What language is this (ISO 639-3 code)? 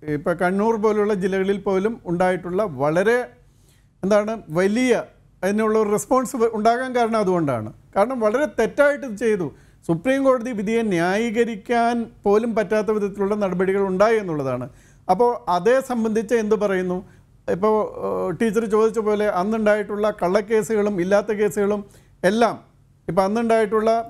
mal